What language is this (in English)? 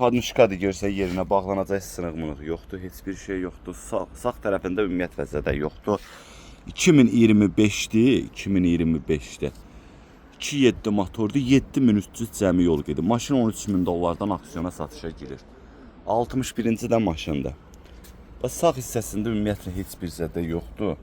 Azerbaijani